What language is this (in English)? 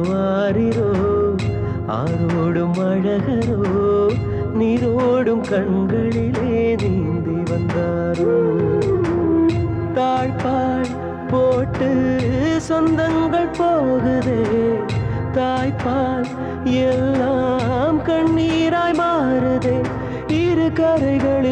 Tamil